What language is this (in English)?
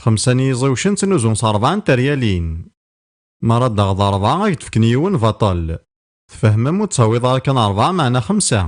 Kabyle